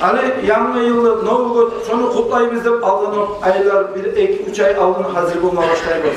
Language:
Kumyk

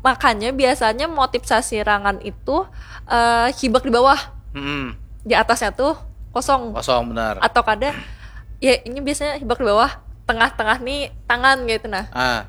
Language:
Banjar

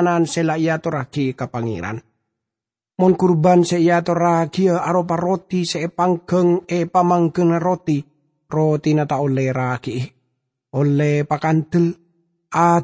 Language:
Madurese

